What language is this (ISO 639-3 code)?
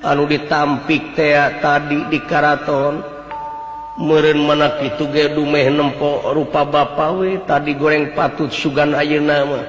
sun